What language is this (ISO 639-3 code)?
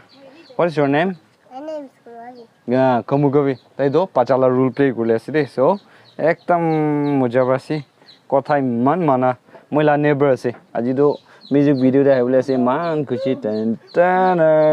nag